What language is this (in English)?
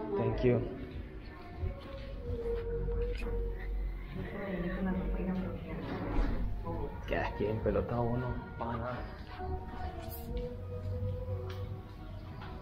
Spanish